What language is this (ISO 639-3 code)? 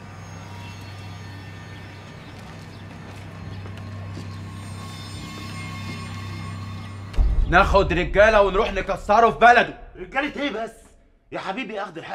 arz